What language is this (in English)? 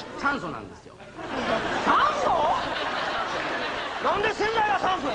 Japanese